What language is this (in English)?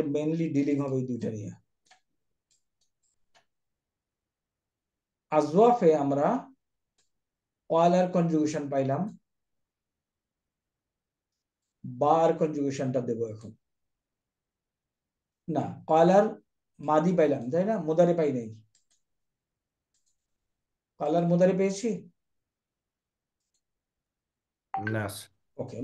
Bangla